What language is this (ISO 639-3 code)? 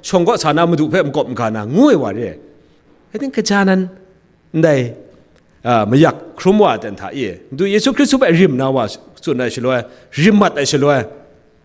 kac